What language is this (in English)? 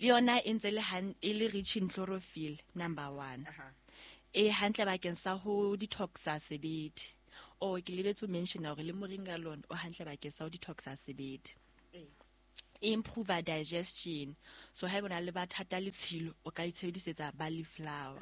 Southern Sotho